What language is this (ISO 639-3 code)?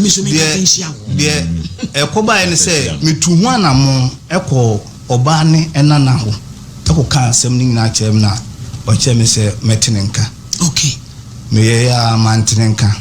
aka